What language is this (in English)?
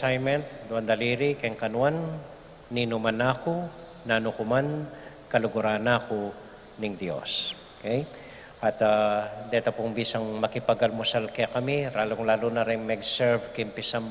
Pampanga